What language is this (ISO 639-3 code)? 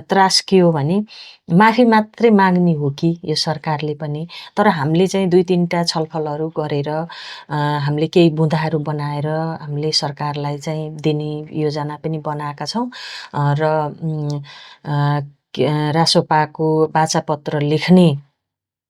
nep